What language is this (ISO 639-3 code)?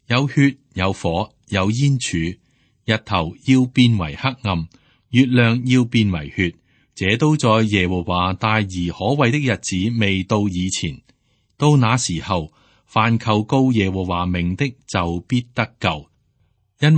yue